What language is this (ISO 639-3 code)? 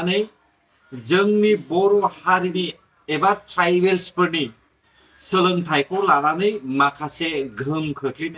brx